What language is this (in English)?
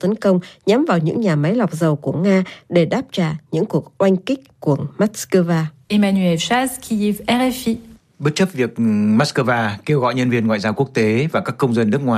Vietnamese